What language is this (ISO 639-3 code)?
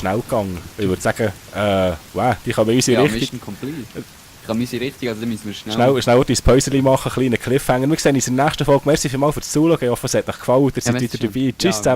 gsw